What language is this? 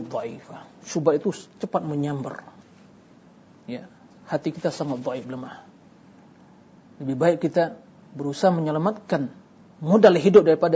Indonesian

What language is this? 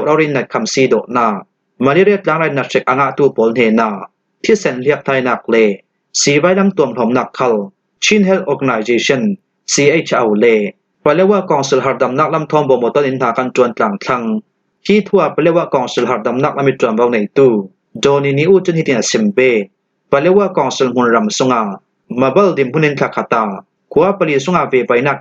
Falam Chin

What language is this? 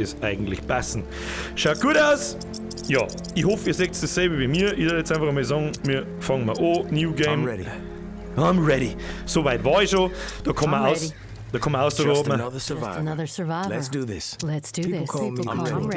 Bavarian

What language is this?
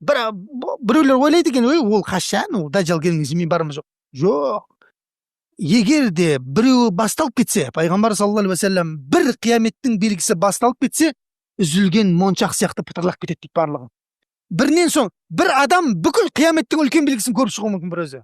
Kazakh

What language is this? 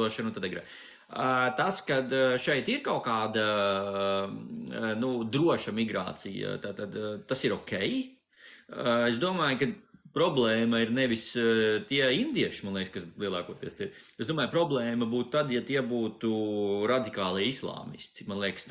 Latvian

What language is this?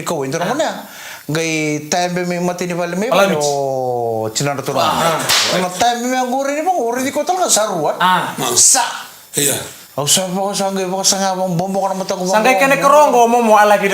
Fijian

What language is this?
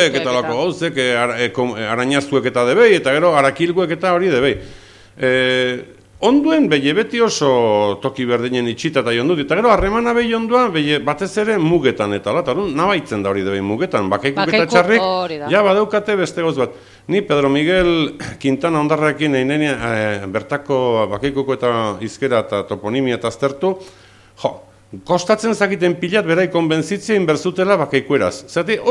Basque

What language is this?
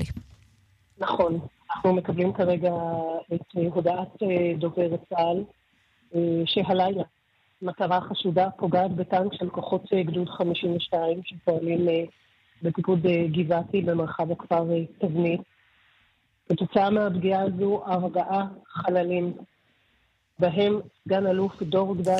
Hebrew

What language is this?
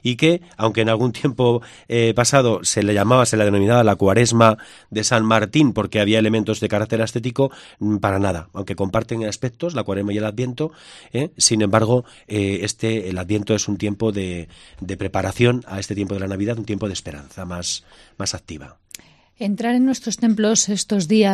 Spanish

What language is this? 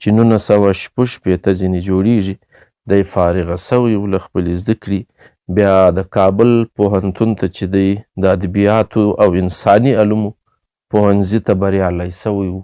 Pashto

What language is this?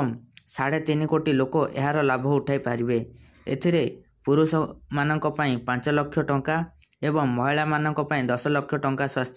Odia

